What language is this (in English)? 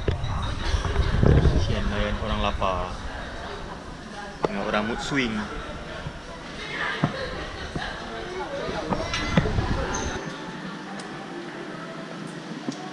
Malay